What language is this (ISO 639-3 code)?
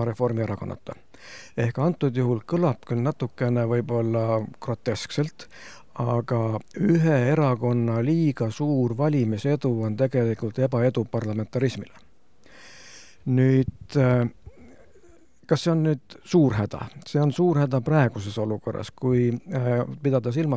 est